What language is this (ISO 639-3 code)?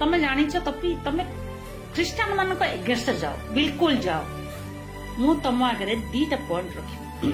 sat